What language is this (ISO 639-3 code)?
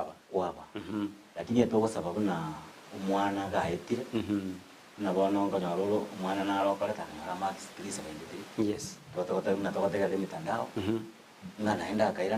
guz